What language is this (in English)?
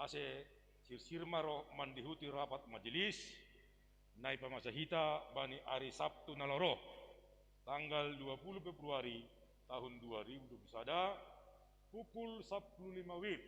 Batak Simalungun